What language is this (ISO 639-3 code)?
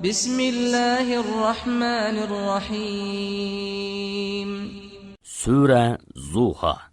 uig